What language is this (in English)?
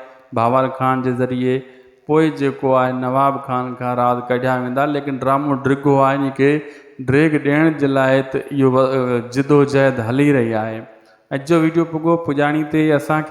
Sindhi